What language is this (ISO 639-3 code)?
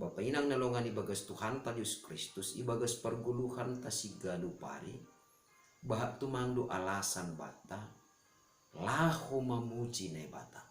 bts